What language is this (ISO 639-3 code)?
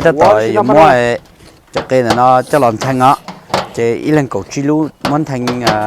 hmn